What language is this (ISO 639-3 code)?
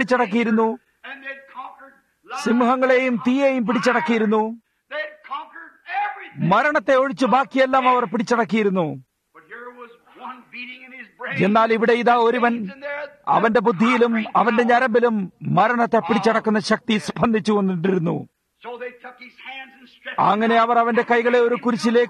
mal